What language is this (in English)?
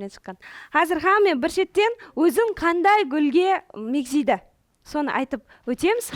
Kara-Kalpak